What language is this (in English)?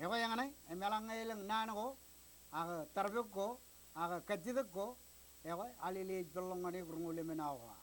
Marshallese